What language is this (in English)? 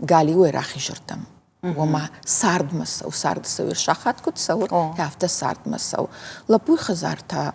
Ossetic